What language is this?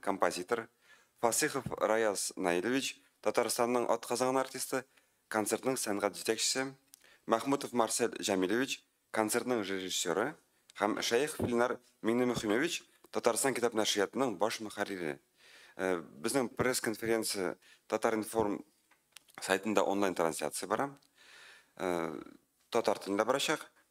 Tatar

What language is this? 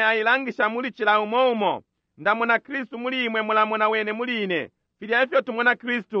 Bemba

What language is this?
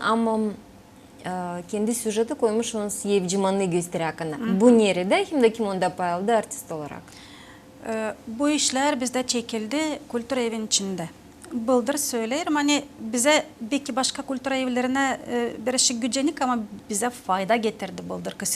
Gagauz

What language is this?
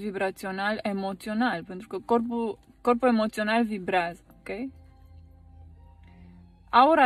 Romanian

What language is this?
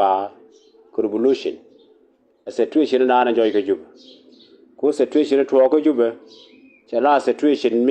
Nuer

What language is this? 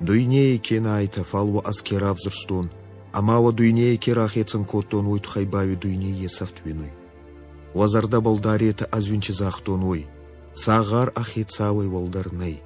Ossetic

